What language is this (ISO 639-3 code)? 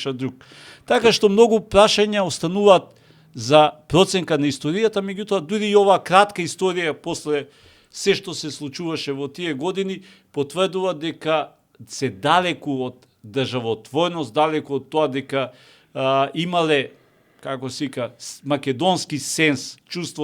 mkd